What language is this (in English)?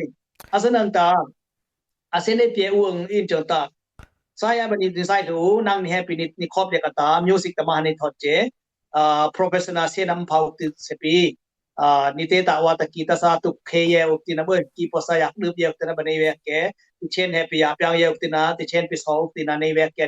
Dimasa